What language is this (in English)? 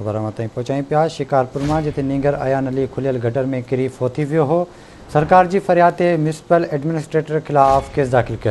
Sindhi